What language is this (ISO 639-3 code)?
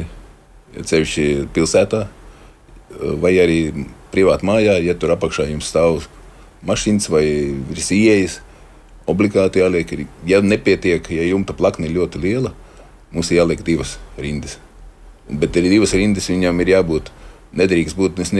lav